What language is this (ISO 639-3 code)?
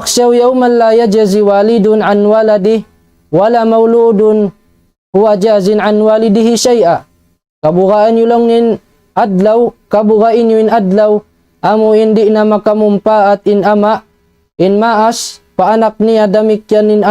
tsg